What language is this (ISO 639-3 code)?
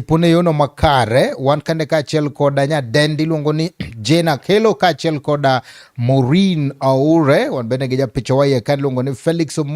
luo